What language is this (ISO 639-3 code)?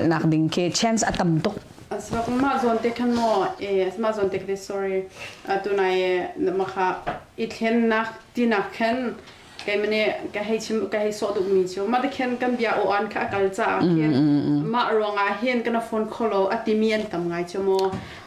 cnh